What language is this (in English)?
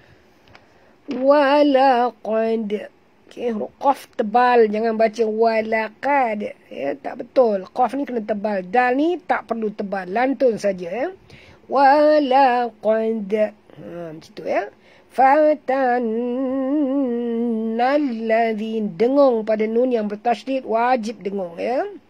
Malay